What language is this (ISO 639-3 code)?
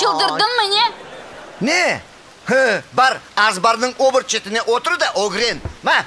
crh